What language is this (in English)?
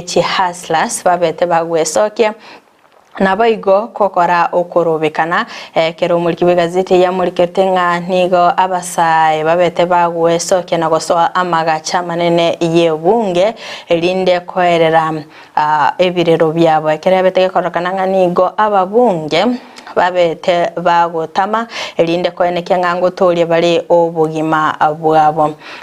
Gusii